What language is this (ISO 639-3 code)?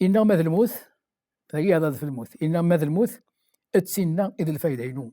kab